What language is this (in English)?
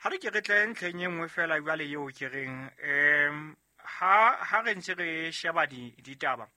Southern Sotho